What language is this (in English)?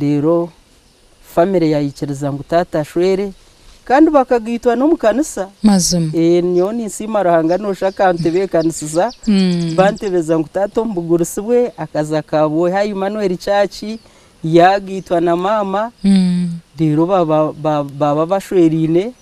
Nyankole